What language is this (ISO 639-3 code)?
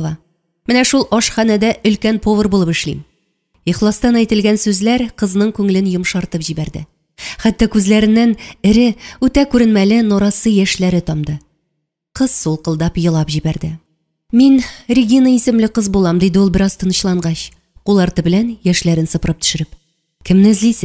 tat